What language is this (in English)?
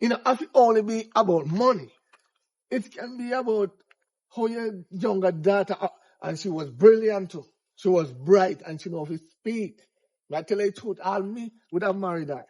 Jamaican Creole English